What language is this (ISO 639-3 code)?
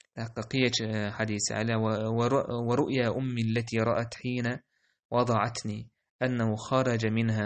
che